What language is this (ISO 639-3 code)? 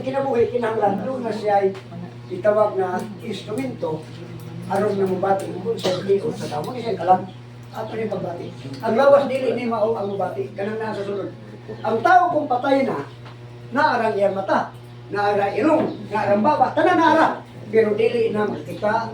ceb